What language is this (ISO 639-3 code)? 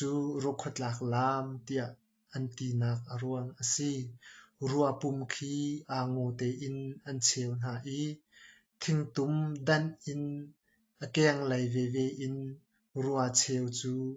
cnh